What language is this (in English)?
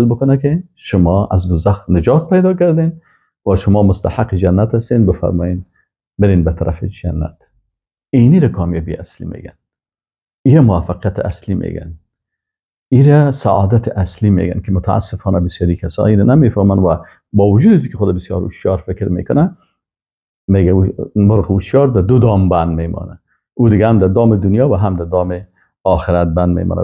Persian